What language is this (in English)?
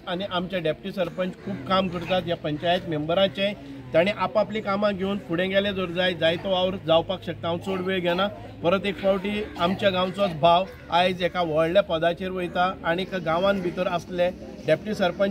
Konkani